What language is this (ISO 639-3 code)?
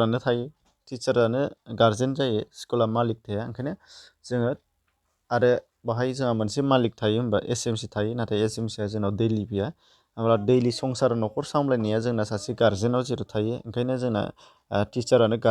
brx